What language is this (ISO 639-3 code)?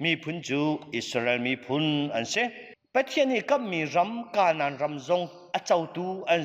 cnh